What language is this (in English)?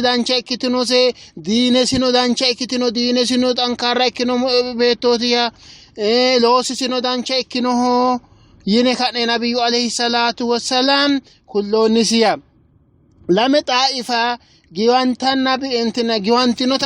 Sidamo